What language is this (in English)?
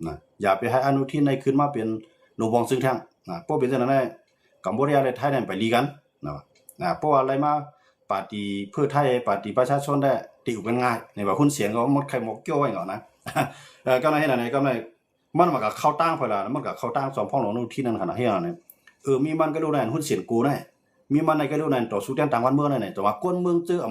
Shan